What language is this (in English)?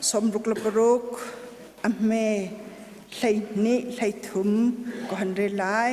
Hakha Chin